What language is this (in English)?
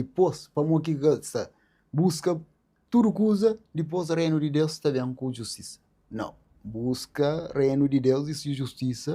Kabuverdianu